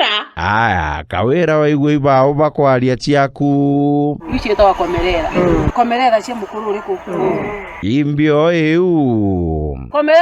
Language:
Meru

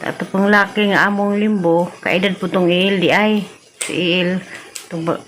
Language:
Cebuano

